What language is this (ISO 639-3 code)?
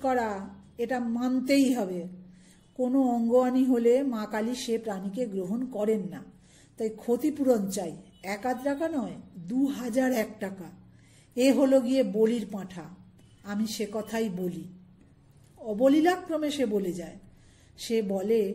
ben